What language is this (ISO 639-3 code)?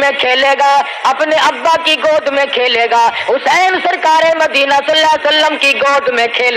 urd